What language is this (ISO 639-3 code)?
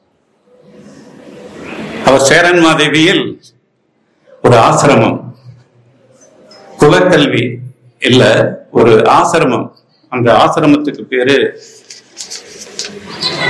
tam